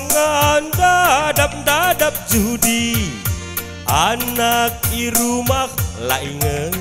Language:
Batak Karo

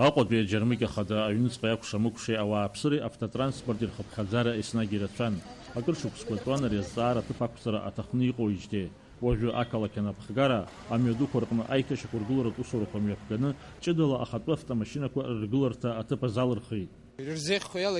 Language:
Abkhazian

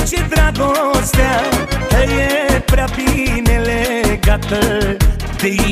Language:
Romanian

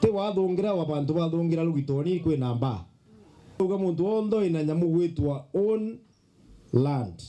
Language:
Meru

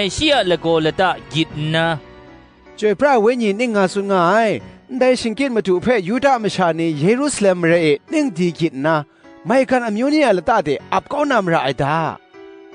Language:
Kachin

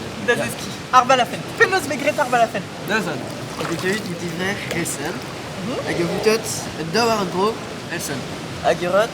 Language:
Breton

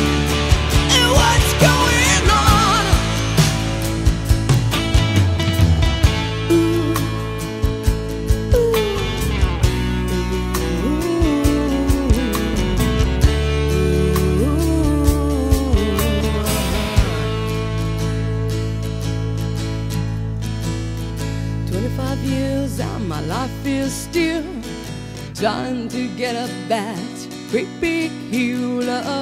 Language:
English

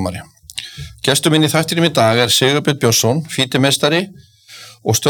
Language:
Icelandic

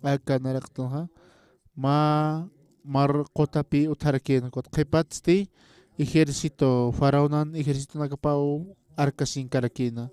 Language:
Aymara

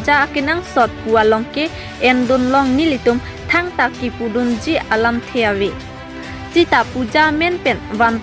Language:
Karbi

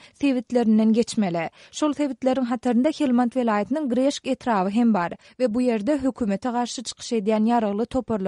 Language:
Turkmen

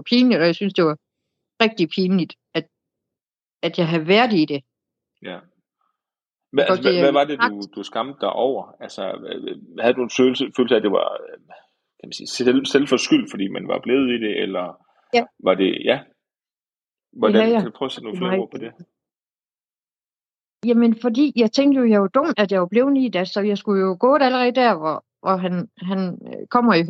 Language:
Danish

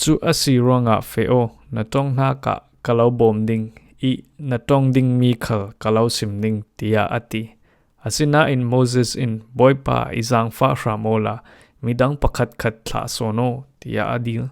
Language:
Falam Chin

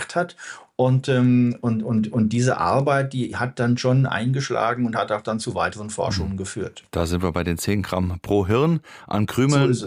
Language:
German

